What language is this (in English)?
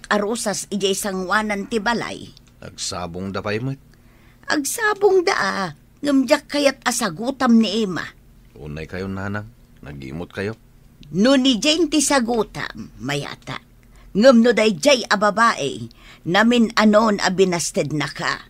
Iloko